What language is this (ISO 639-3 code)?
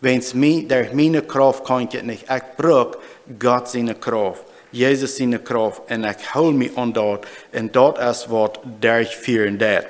pdt